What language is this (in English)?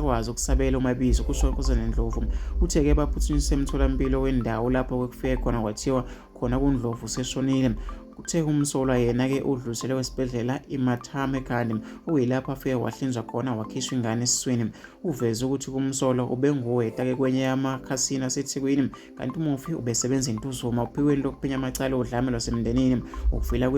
Zulu